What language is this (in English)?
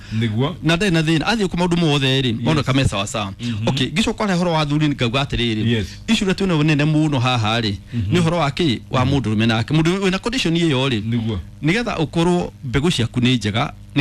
Kikuyu